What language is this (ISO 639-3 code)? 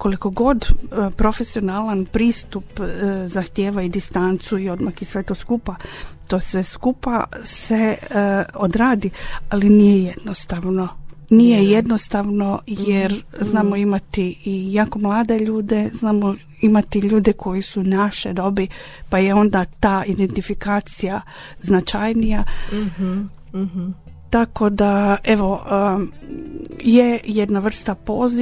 hrv